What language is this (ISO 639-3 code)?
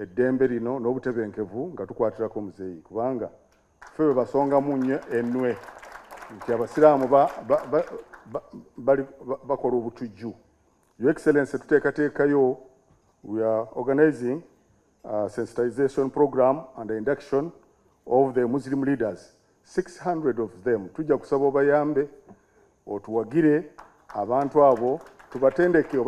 lug